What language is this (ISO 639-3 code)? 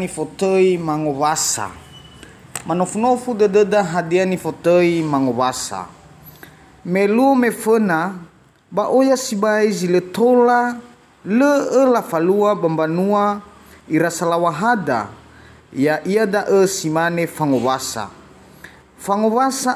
nia